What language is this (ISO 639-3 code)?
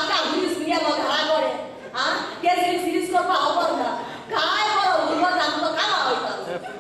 kok